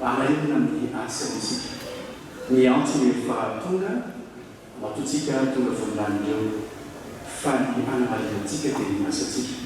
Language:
Malagasy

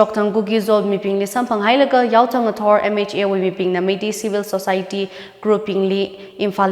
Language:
Tangkhul Naga (India)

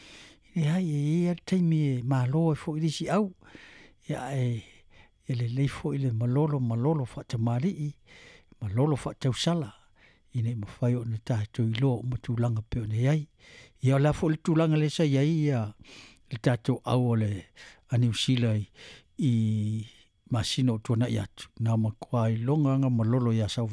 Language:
Samoan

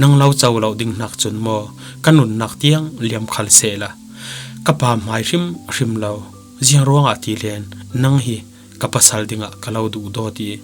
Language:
Falam Chin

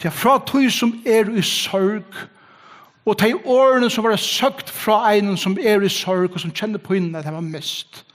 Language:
Faroese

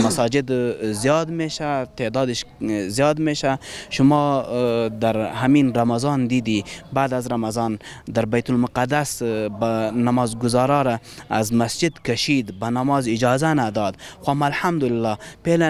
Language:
Persian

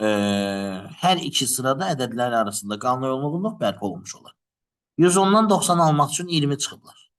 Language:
Azerbaijani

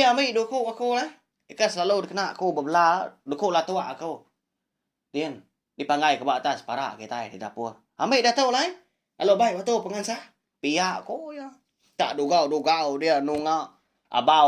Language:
Iban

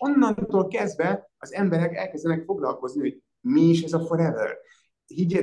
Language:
Hungarian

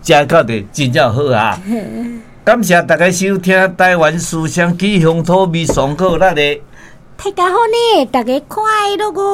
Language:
Min Nan Chinese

